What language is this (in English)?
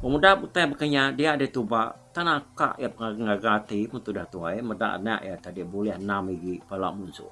Iban